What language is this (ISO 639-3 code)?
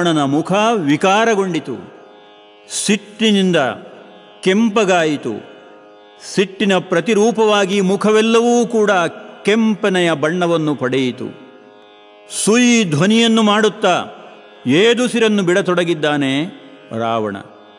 kan